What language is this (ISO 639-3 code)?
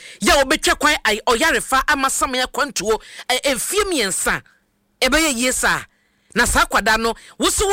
aka